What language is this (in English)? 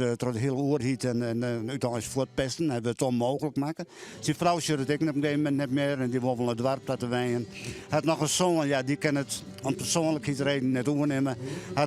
Western Frisian